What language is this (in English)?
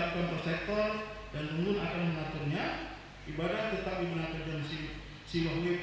Batak Karo